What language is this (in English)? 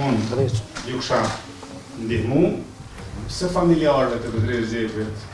Albanian